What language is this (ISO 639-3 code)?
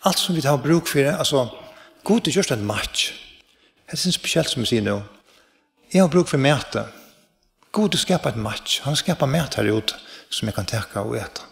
fao